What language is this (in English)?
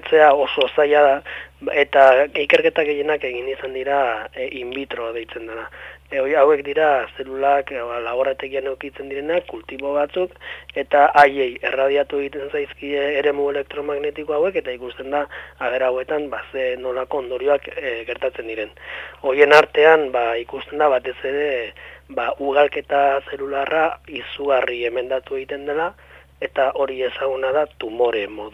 Basque